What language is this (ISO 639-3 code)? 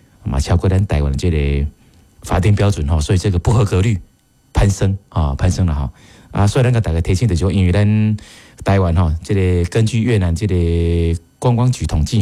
nan